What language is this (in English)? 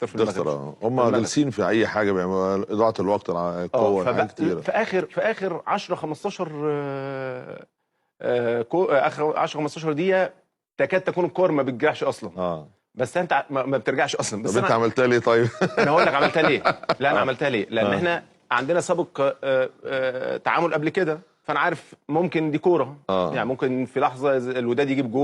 Egyptian Arabic